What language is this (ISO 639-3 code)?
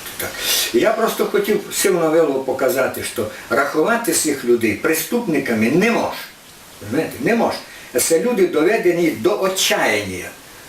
rue